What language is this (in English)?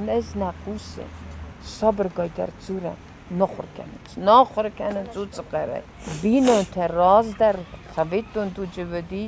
Ossetic